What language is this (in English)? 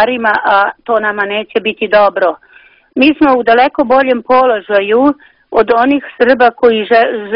Serbian